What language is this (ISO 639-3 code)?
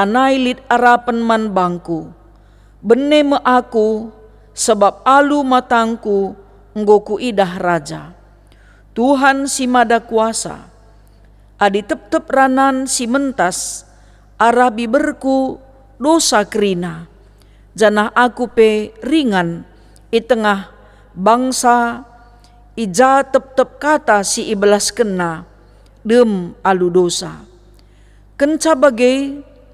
btx